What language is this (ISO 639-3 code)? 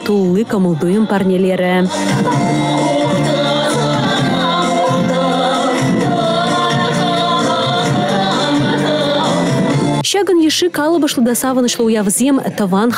chv